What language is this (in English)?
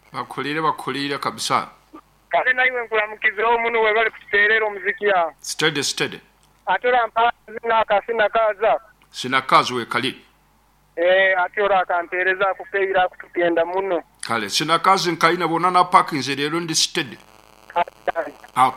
Nyoro